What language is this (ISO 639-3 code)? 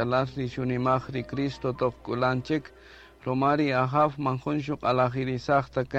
cak